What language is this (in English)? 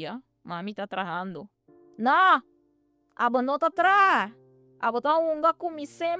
Papiamento